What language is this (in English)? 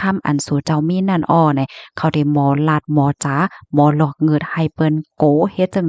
Shan